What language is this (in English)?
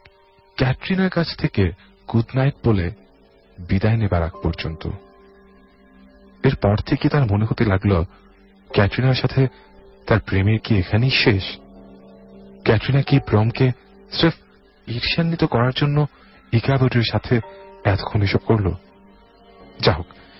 Bangla